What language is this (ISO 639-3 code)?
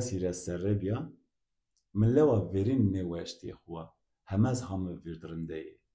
zza